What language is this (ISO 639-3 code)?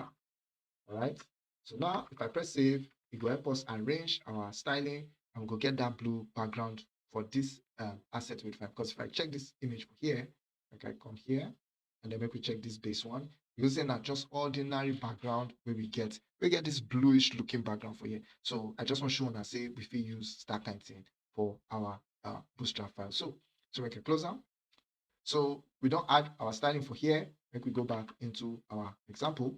pcm